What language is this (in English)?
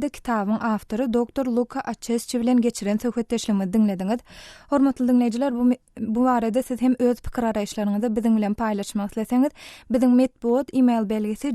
Turkmen